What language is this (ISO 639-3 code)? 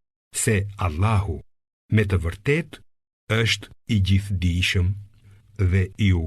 sqi